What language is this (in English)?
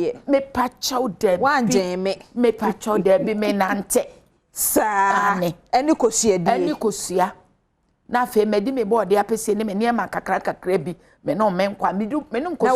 Akan